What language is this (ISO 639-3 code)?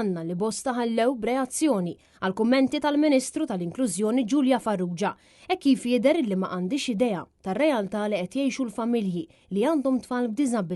mlt